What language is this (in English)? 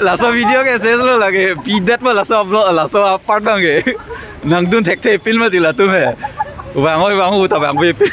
Karbi